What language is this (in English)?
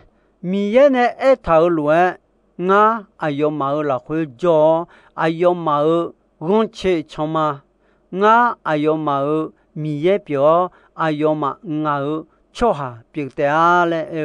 Akha